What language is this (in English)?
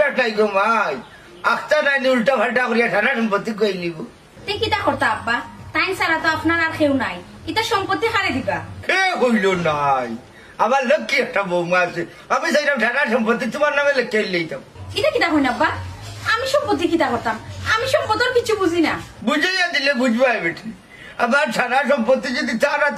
Sylheti